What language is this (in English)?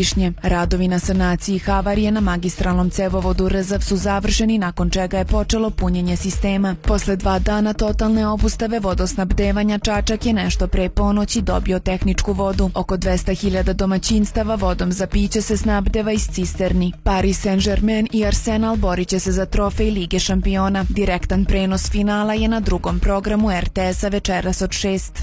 Serbian